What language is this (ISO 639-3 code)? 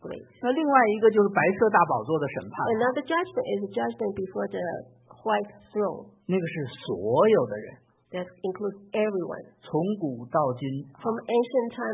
zho